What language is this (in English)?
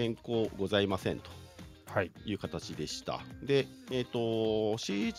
Japanese